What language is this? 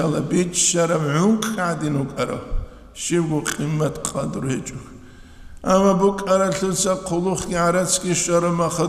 Avaric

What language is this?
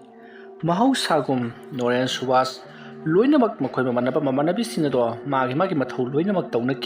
Manipuri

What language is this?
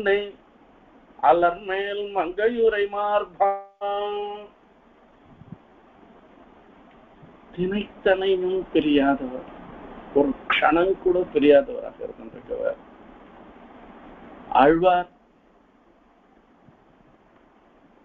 Tamil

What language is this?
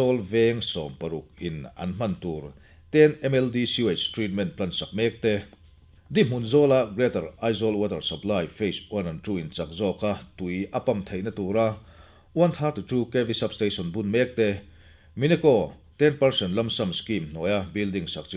Mizo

